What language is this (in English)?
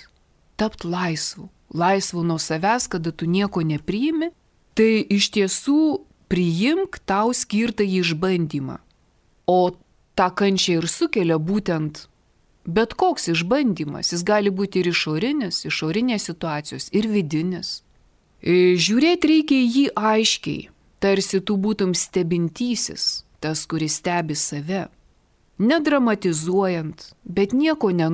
Lithuanian